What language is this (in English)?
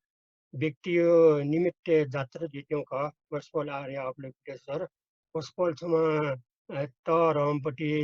Newari